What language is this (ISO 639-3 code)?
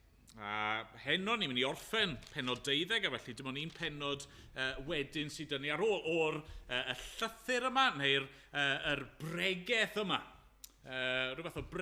cym